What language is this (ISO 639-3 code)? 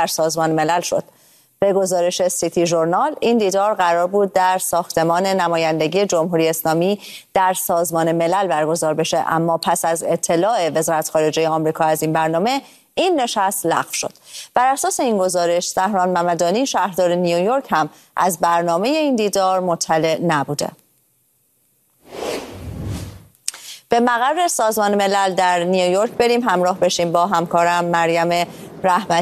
fas